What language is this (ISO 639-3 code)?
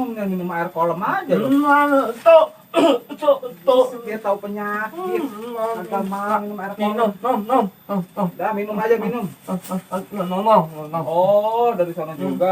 bew